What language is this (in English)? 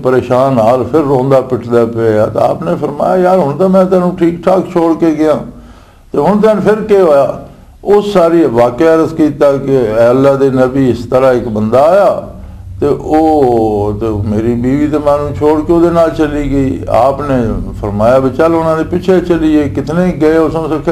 Western Panjabi